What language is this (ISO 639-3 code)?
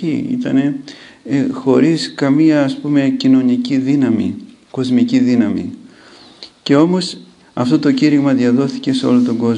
ell